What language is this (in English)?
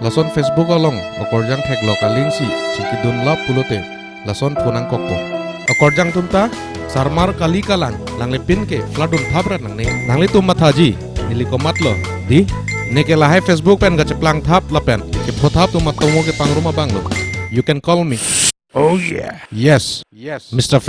Karbi